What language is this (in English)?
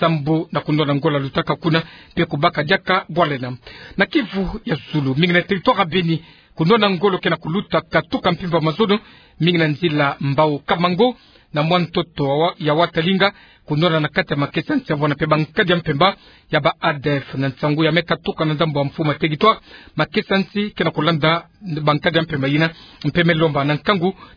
Kituba (Democratic Republic of Congo)